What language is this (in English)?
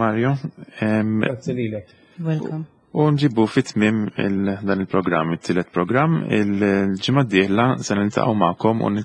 Maltese